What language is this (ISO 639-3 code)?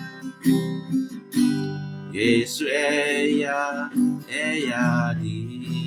ksw